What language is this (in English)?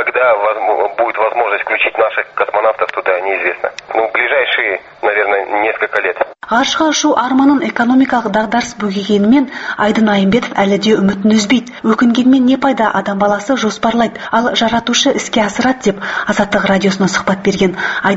Kazakh